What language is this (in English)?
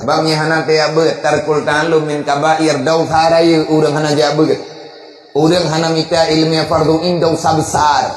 Achinese